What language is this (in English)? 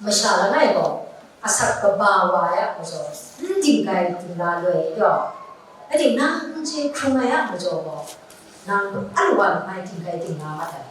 Kachin